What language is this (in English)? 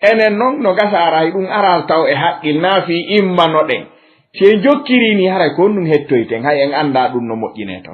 Fula